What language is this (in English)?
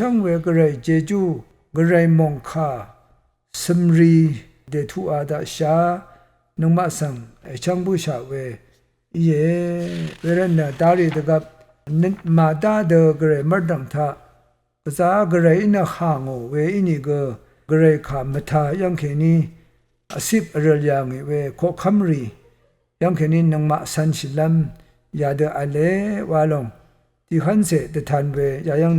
Rawang